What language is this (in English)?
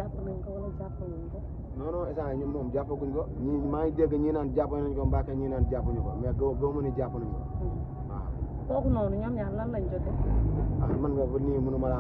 Wolof